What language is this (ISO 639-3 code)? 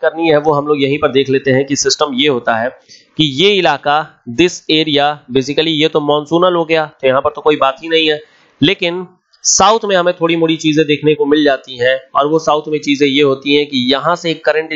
hin